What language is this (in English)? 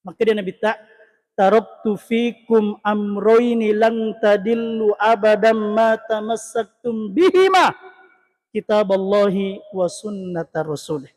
Buginese